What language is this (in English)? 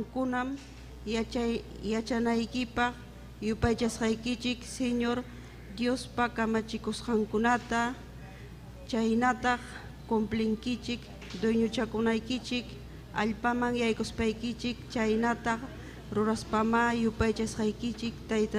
Ayacucho Quechua